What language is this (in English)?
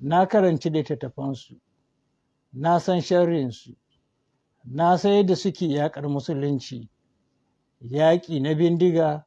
Hausa